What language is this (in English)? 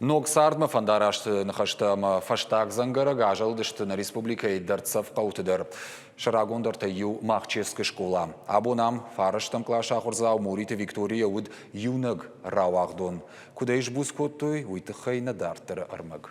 Ossetic